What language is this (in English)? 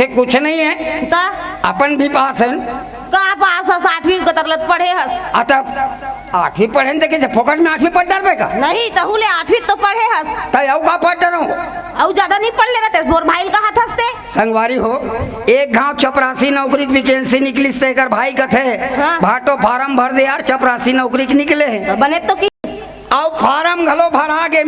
Chhattisgarhi